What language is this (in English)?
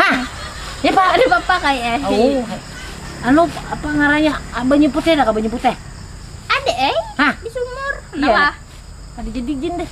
Banjar